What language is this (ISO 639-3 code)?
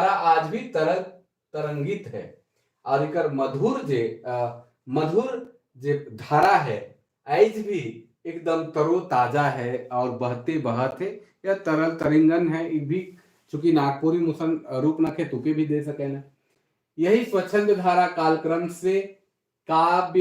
sck